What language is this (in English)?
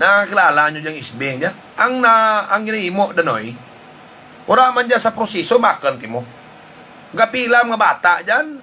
Hiligaynon